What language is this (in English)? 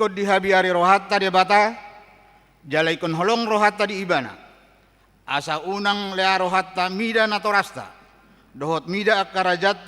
Batak Toba